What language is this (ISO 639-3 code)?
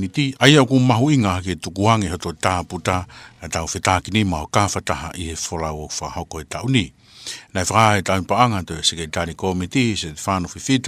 ton